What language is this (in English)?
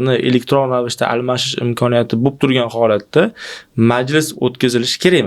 Uzbek